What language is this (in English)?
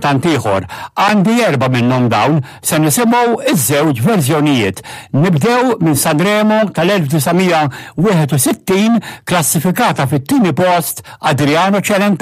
Maltese